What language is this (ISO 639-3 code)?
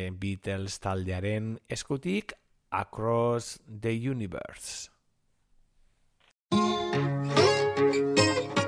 eus